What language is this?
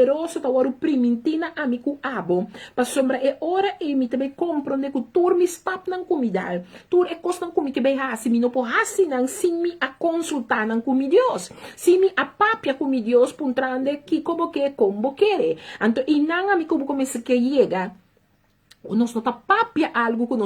Papiamento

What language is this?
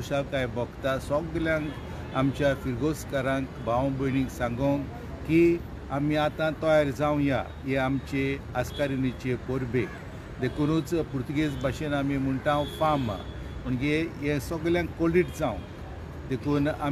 Konkani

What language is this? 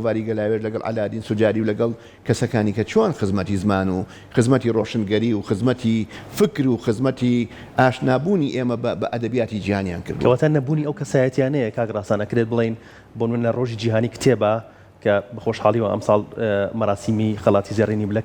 Central Kurdish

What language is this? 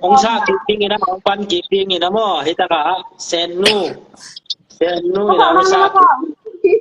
Tedim Chin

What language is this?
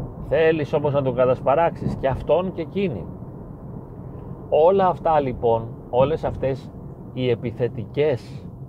Greek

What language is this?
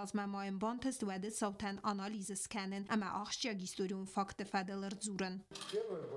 Ossetic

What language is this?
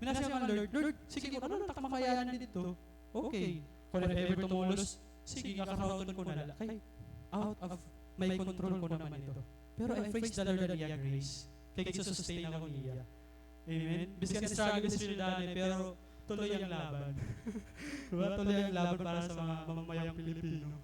Waray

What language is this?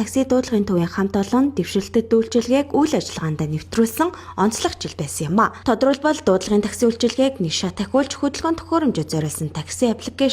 Mongolian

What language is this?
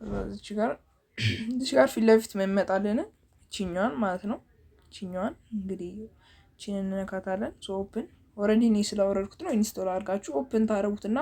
Amharic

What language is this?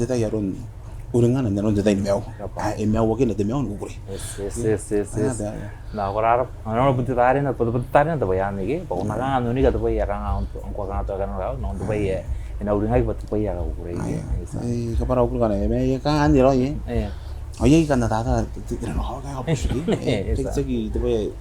Gilbertese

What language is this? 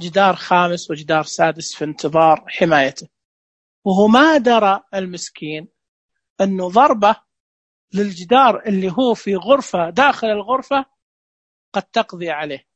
Najdi Arabic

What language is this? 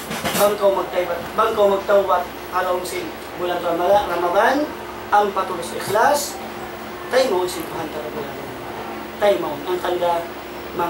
Tausug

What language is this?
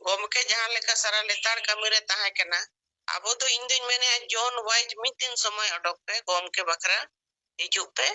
Santali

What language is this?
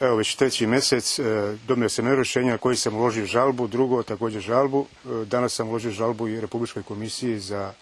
Rusyn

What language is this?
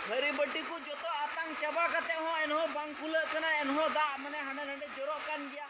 Santali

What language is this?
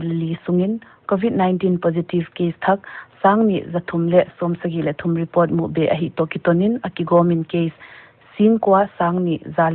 Paite Chin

